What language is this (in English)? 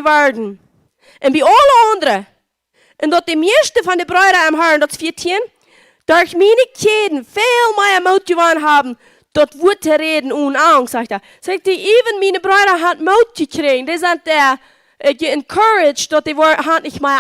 Plautdietsch